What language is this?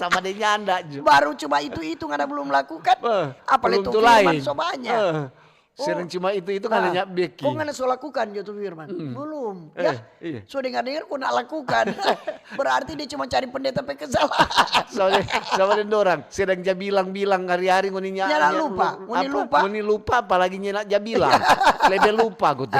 Manado Malay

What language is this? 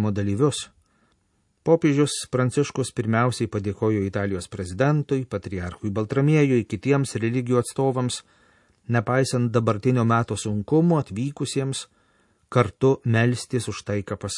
Lithuanian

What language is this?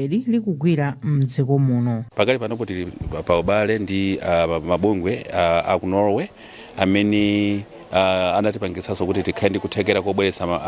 Nyanja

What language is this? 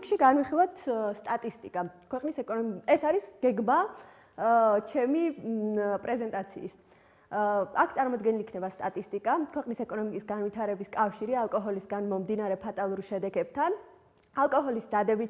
Georgian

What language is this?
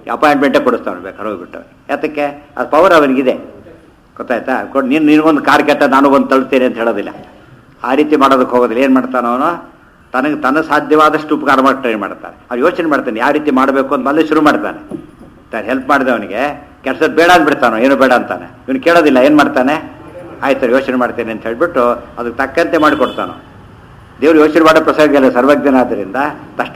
Kannada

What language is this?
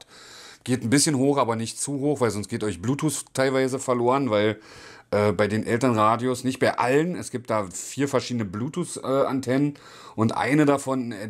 German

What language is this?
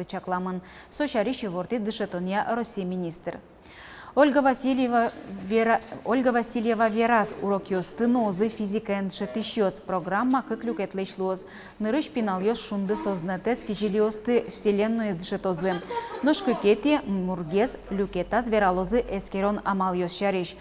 Udmurt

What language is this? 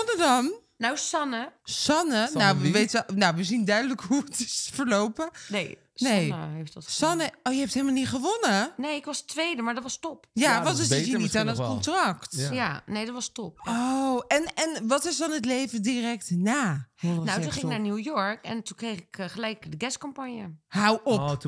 Dutch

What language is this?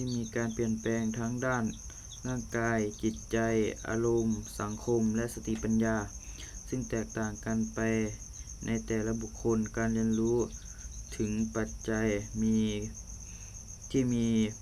Lao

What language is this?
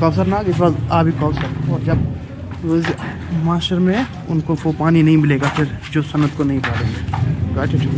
Kashmiri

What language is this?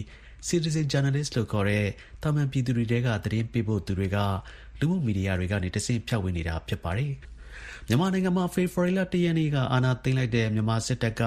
Burmese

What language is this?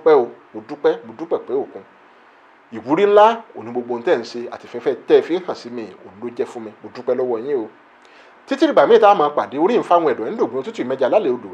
Yoruba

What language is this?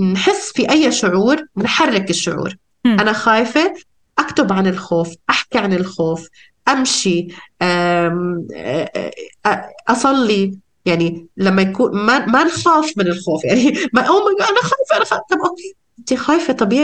North Levantine Arabic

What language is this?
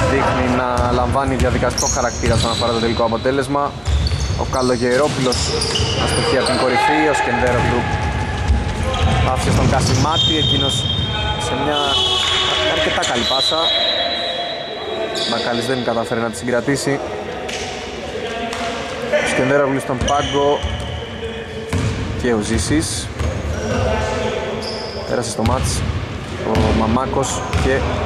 Greek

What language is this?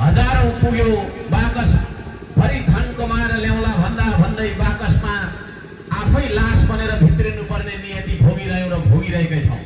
Nepali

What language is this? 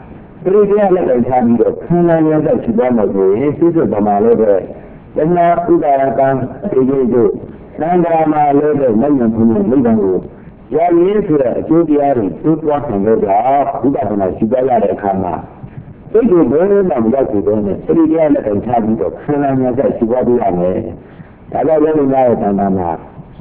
Burmese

